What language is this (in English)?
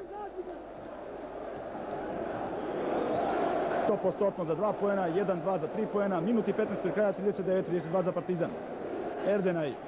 Serbian